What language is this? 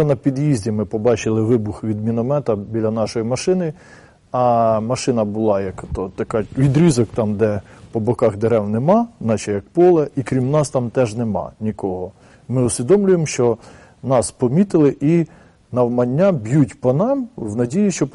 Ukrainian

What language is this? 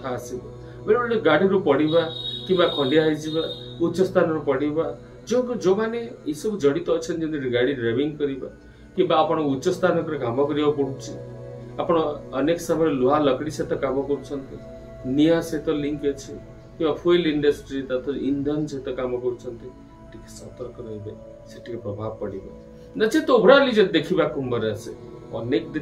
Odia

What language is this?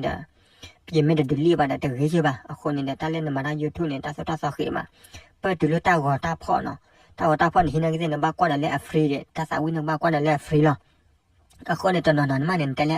S'gaw Karen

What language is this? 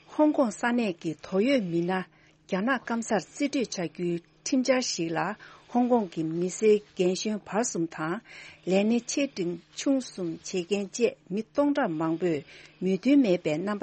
Tibetan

